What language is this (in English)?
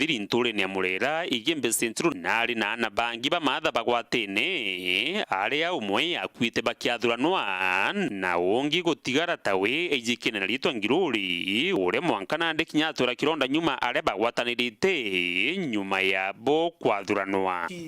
Meru